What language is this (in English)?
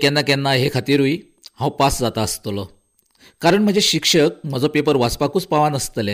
Konkani